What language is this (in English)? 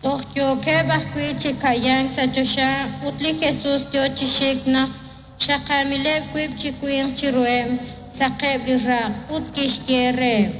Kekchí